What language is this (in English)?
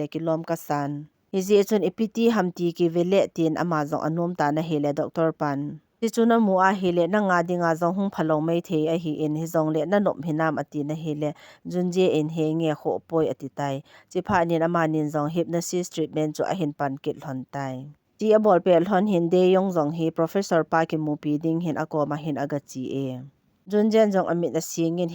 Thado Chin